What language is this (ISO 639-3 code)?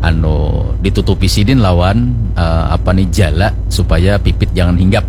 bjn